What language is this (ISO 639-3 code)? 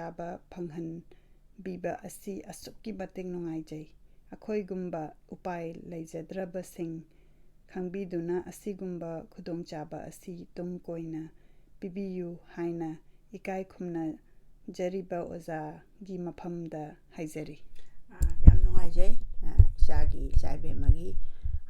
mni